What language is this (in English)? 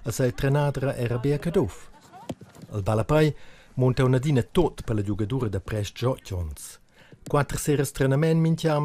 Romansh